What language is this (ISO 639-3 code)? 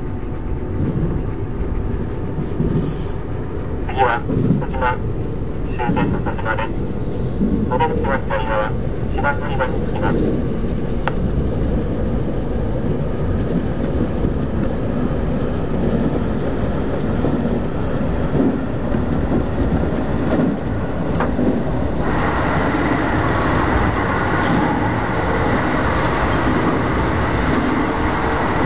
jpn